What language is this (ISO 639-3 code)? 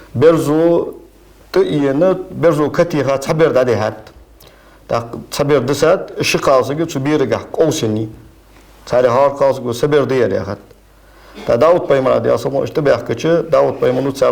inh